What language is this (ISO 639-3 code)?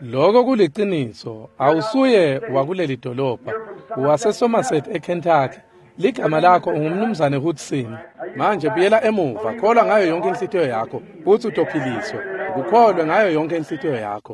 ssw